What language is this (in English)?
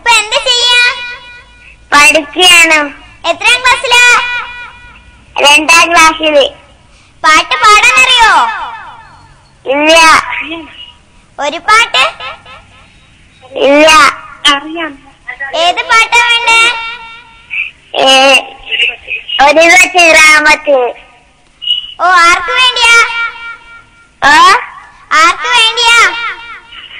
Malayalam